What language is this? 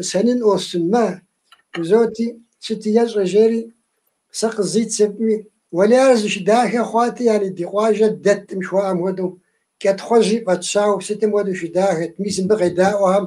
Kabardian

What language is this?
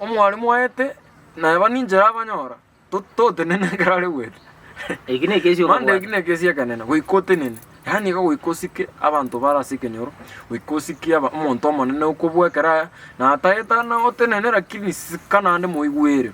Gusii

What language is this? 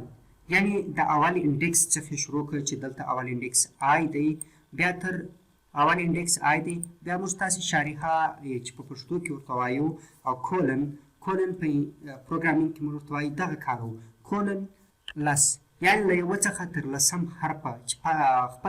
Pashto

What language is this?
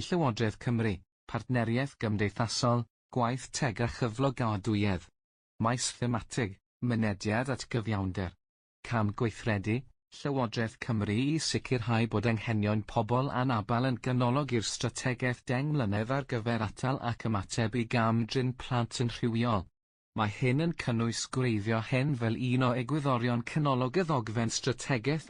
Welsh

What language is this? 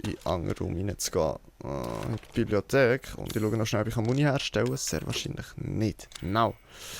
Swiss German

